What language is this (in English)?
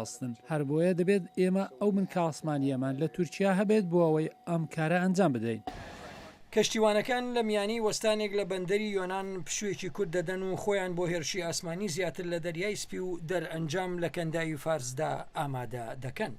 Central Kurdish